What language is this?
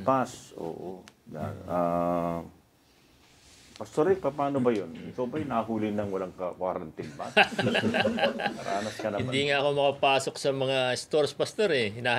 Filipino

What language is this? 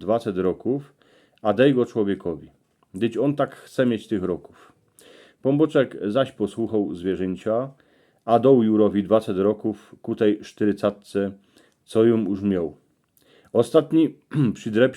Silesian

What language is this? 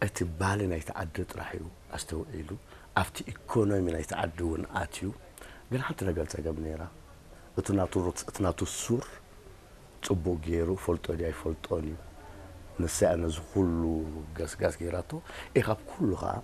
Tigrinya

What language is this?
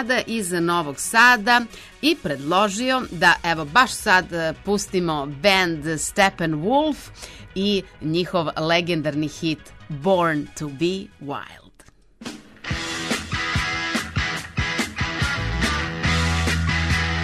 Serbian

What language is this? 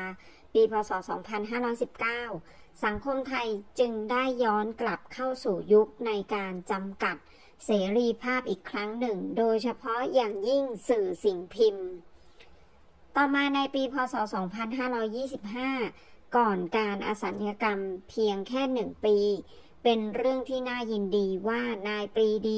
Thai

